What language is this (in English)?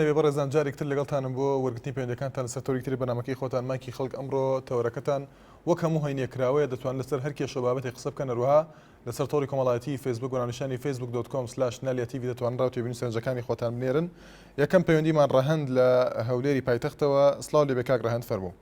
Central Kurdish